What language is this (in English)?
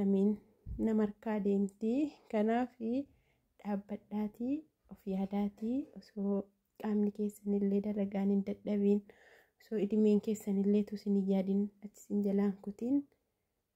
Oromo